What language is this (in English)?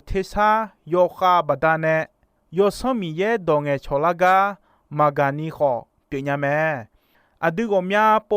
Akha